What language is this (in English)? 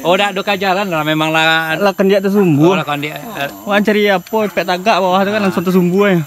Minangkabau